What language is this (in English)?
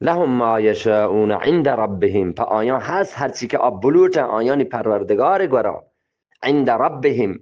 Eastern Balochi